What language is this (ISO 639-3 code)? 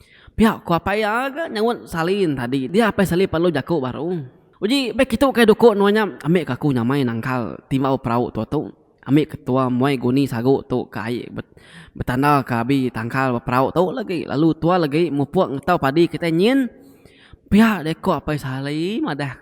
iba